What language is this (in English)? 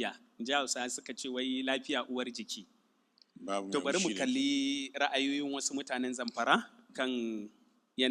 Hausa